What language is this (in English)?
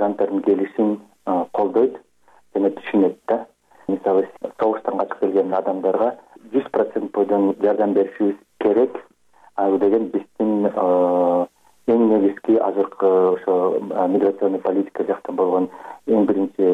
Kyrgyz